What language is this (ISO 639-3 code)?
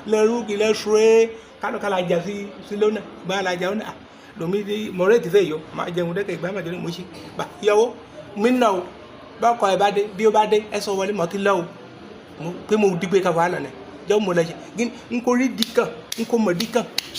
yor